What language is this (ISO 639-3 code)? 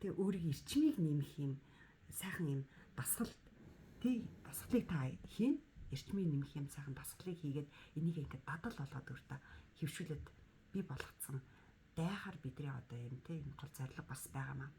mon